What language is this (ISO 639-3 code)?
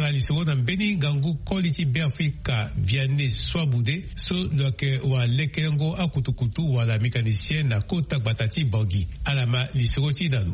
sag